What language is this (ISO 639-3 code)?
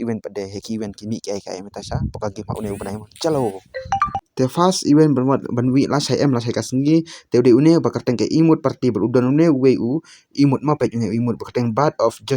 kha